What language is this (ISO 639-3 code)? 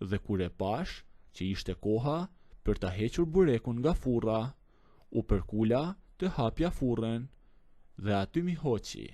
sqi